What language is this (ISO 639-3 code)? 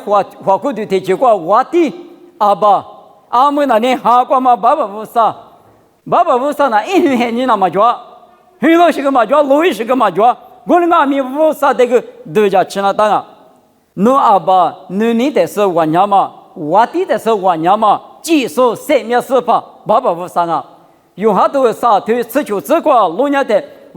lis